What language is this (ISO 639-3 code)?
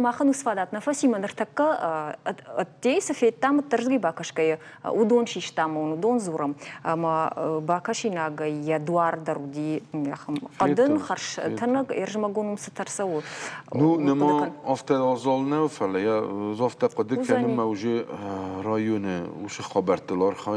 oss